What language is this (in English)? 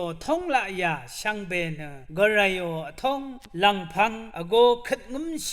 Rawang